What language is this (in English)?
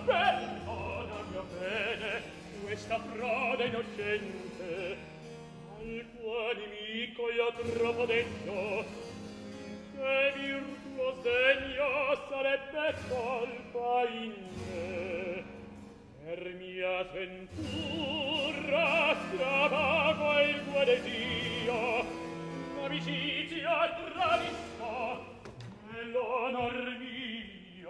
Italian